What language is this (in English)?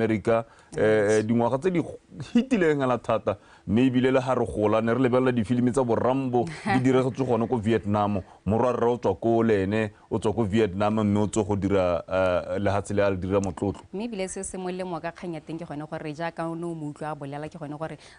Tswana